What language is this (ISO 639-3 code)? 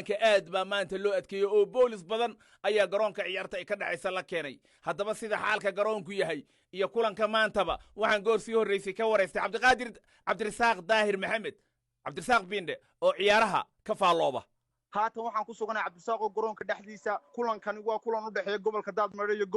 som